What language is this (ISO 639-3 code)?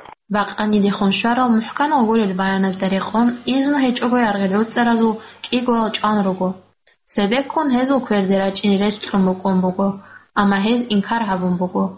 ava